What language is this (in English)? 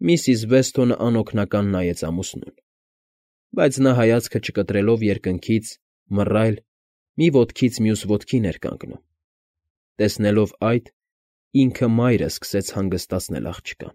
Armenian